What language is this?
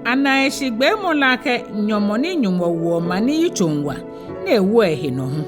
Ga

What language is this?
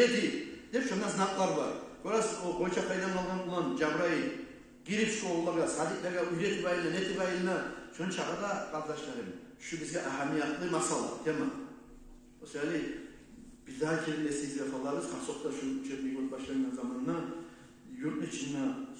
Kumyk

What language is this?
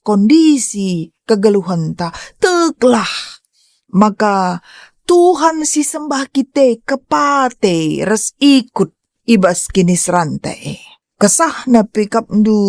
Batak Karo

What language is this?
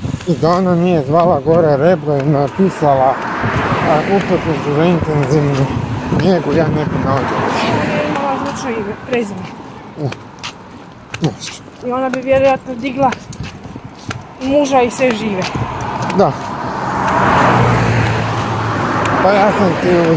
Croatian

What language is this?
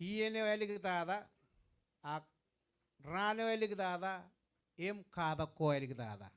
Marshallese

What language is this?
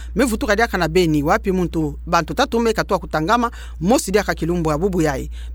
Kituba (Democratic Republic of Congo)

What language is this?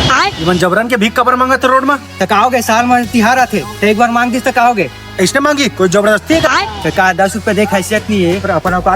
Chhattisgarhi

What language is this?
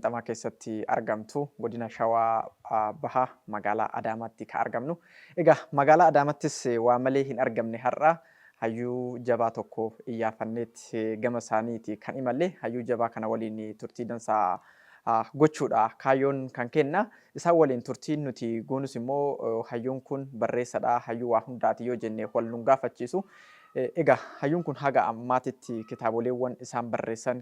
Oromo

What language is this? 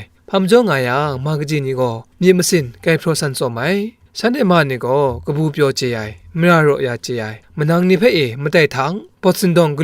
Kachin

